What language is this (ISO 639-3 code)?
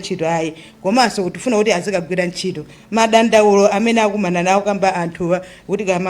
nya